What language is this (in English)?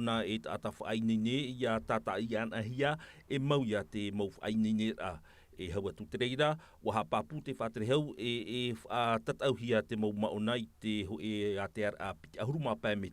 Tahitian